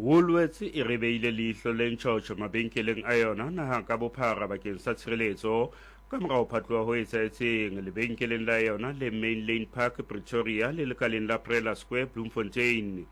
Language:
Southern Sotho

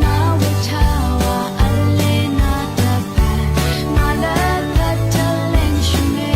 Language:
Rawang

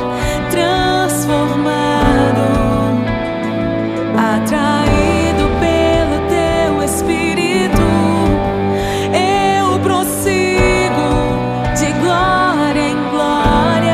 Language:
Portuguese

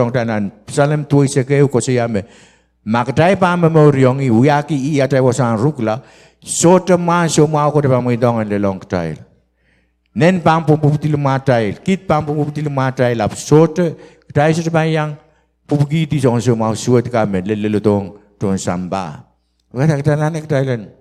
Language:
Pohnpeian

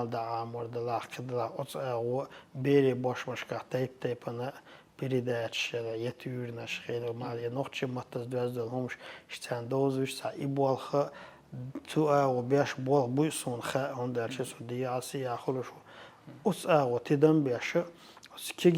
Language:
Chechen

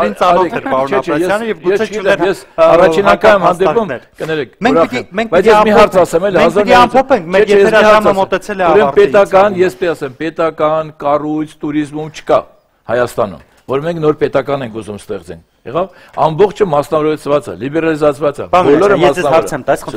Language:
Armenian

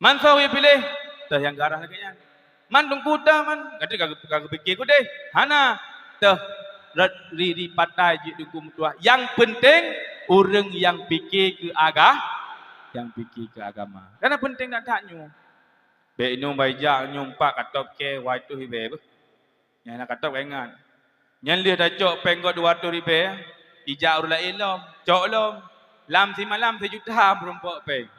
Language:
Achinese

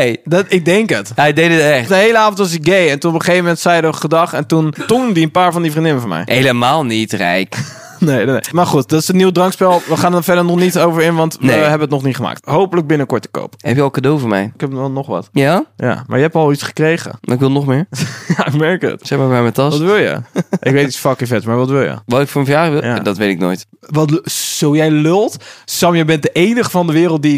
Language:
Dutch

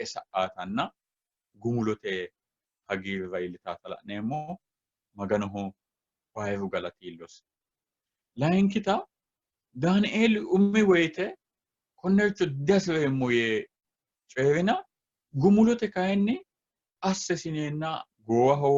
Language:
Sidamo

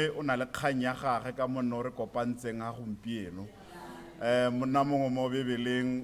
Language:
Tswana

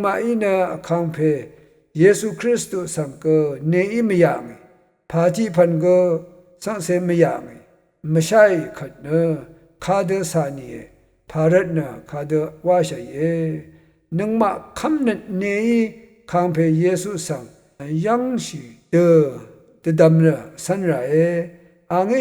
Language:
Rawang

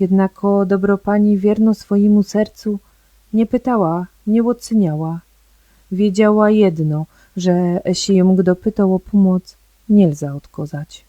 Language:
Silesian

